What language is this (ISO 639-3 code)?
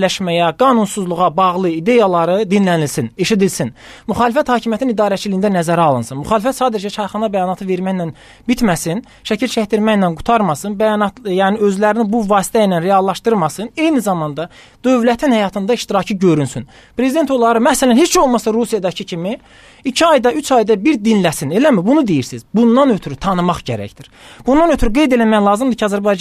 aze